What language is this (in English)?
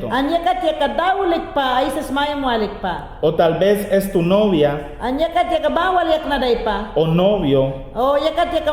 Mayangna